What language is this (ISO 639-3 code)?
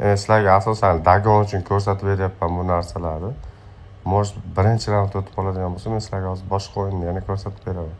uzb